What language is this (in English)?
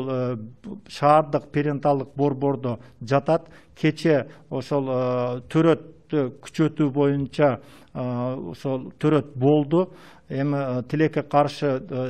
Kyrgyz